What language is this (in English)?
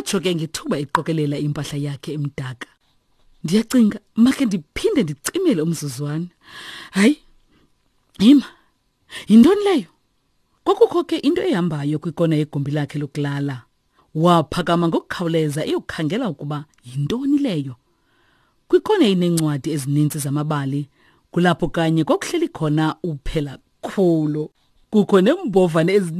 Xhosa